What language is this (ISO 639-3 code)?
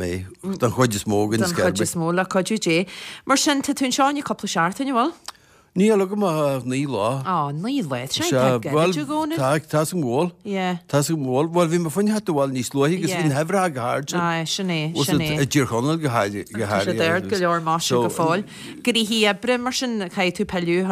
gle